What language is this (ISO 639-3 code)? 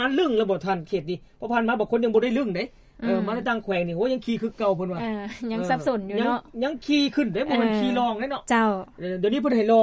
lao